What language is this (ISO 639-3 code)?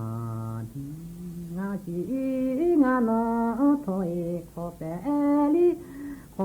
lhu